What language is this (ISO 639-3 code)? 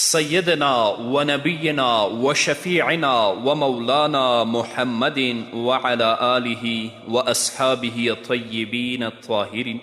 pus